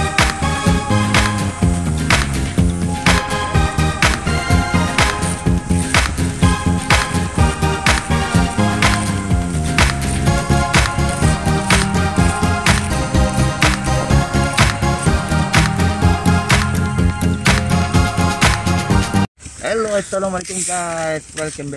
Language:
Malay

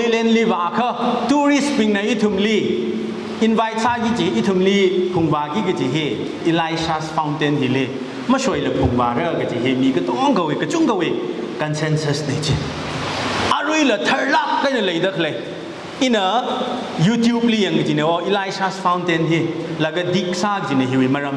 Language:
Tangkhul Naga (India)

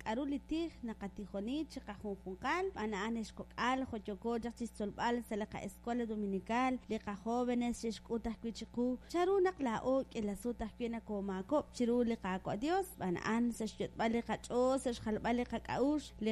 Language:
Kekchí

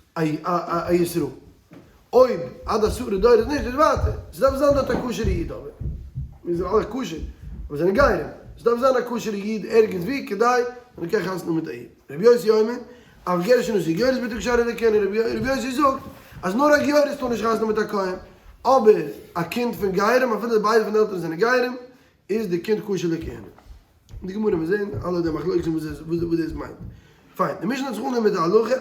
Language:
Yiddish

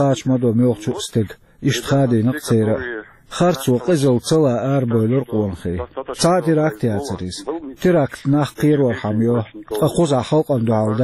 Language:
Chechen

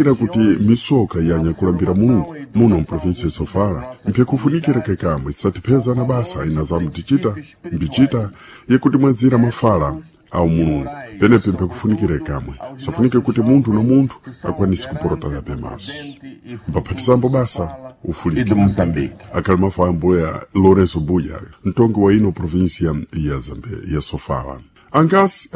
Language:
Sena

